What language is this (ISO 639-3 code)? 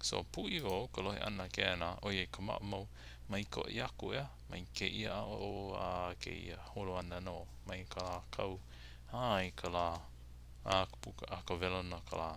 haw